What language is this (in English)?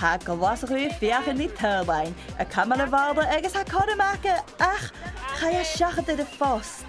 Scottish Gaelic